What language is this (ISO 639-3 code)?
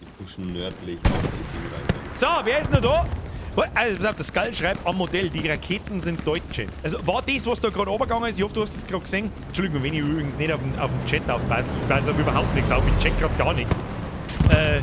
bar